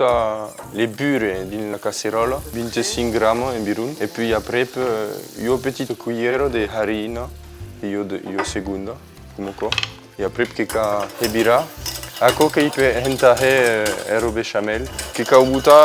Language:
Occitan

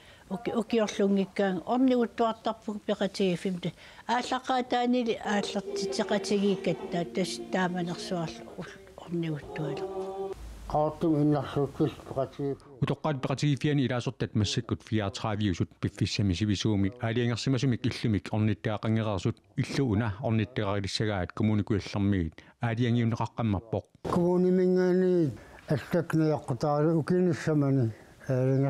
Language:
Kalaallisut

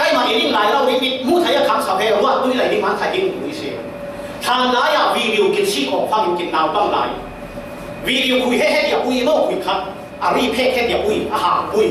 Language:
Falam Chin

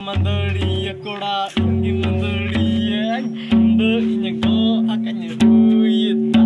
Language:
Santali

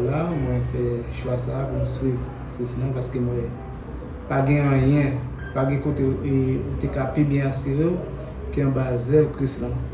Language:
Haitian Creole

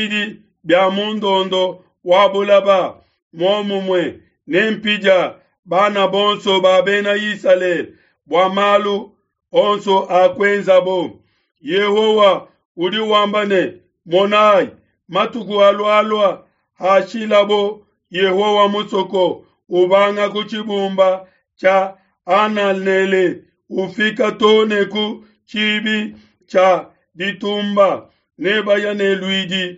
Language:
Luba-Lulua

